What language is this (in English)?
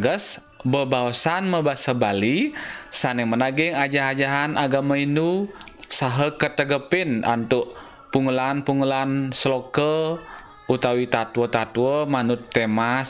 Balinese